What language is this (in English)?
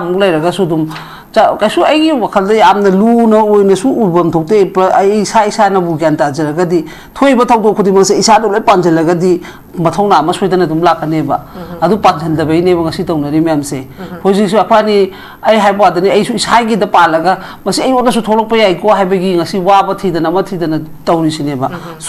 Manipuri